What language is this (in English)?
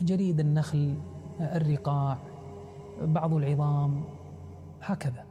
Mesopotamian Arabic